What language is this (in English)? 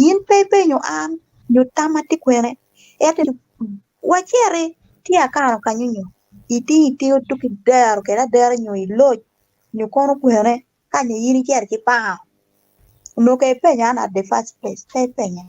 Acoli